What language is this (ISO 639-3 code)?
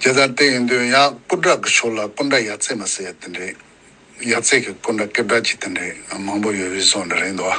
bod